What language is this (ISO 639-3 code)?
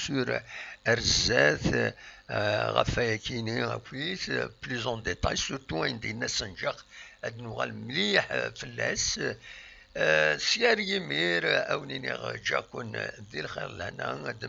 kab